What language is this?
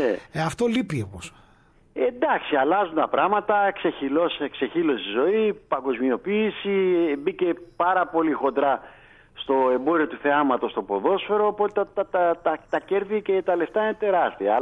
Greek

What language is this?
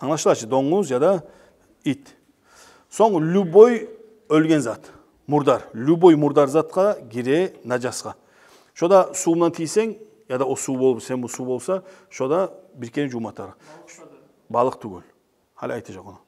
Kumyk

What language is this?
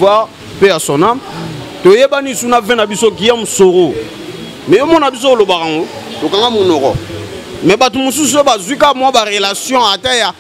Lingala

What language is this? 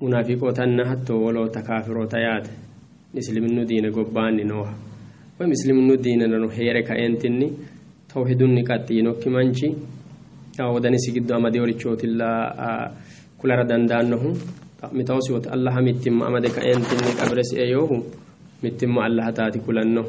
Sidamo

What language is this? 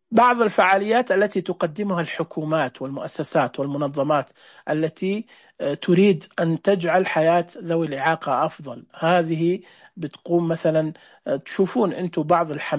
Najdi Arabic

